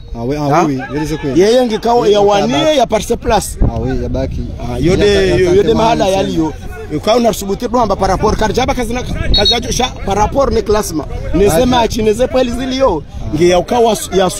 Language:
Swahili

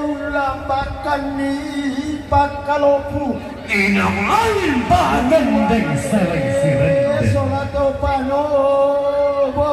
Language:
Toraja-Sa'dan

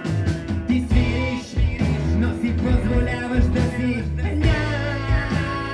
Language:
Bulgarian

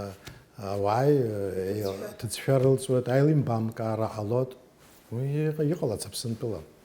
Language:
Abkhazian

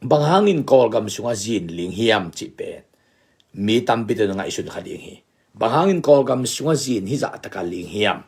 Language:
Tedim Chin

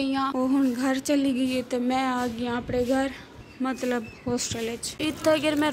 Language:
Saraiki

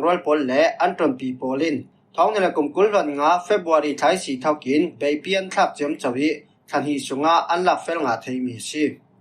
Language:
Falam Chin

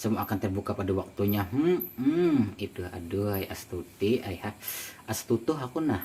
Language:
Banjar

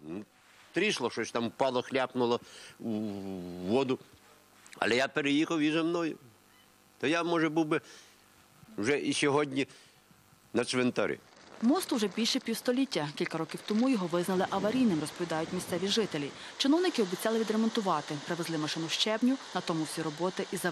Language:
Ukrainian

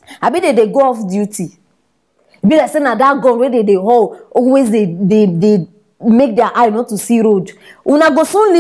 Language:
Nigerian Pidgin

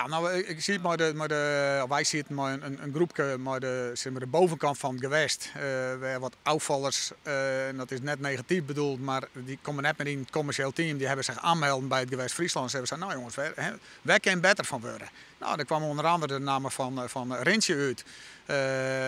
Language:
Western Frisian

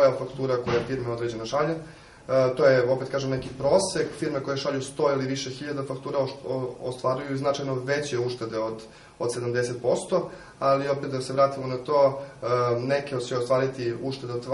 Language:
Serbian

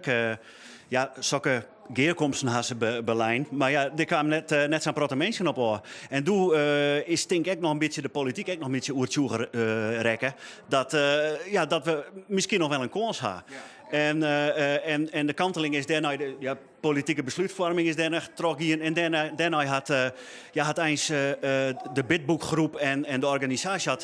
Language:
Western Frisian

